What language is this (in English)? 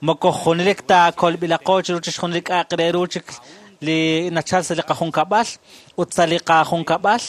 Kekchí